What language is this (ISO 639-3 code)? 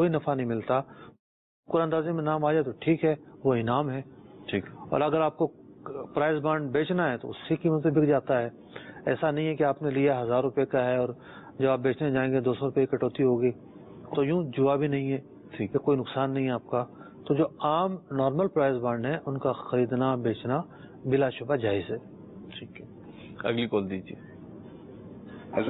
urd